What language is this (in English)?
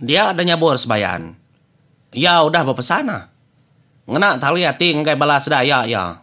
Iban